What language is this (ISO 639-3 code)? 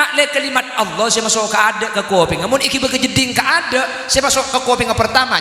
mad